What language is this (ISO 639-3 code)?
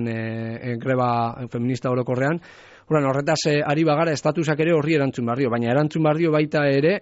eus